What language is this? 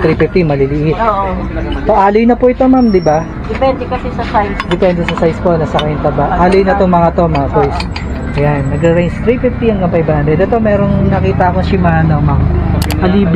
Filipino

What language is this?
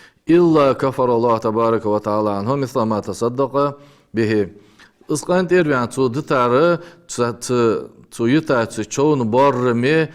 Ingush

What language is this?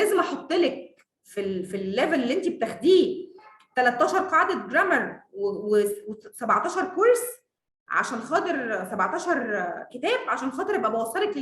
Egyptian Arabic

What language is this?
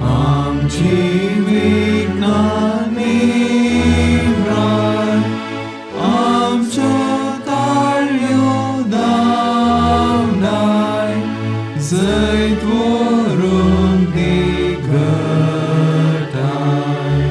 Konkani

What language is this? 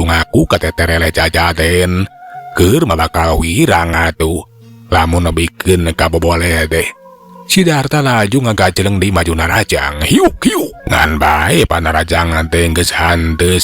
Sundanese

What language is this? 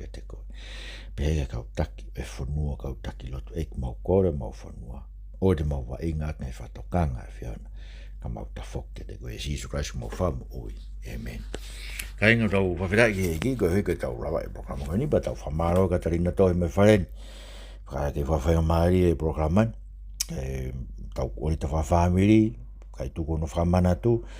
Tongan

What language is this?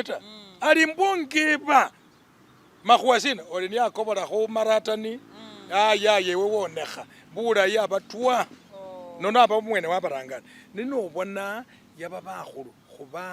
Masaaba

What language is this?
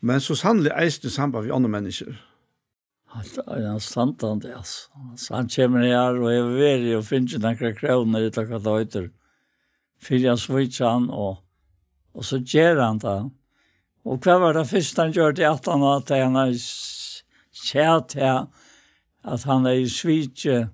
Faroese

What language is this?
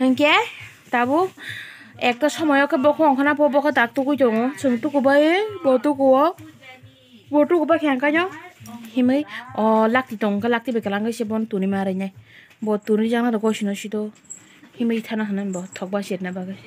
Kok Borok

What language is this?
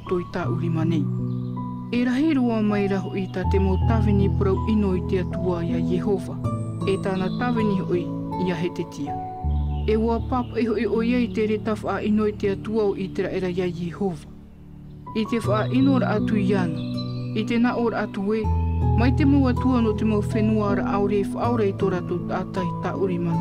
Tahitian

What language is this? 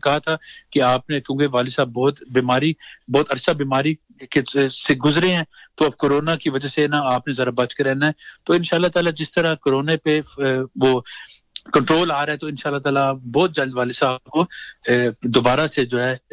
Urdu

